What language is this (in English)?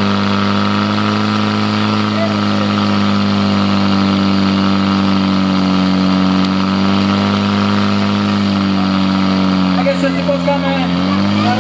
Slovak